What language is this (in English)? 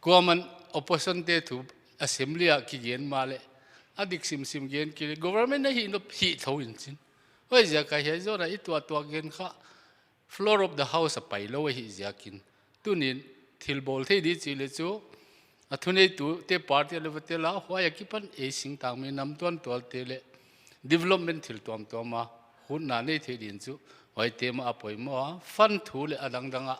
Paite Chin